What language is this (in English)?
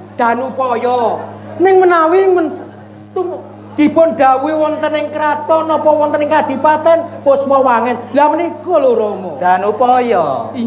Javanese